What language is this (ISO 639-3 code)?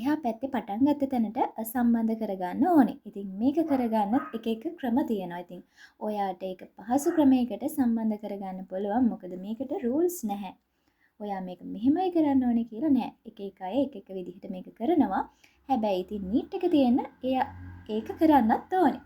sin